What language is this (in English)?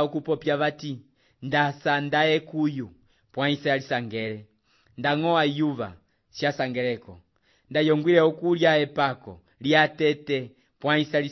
Umbundu